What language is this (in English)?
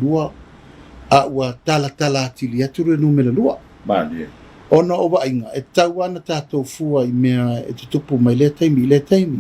Samoan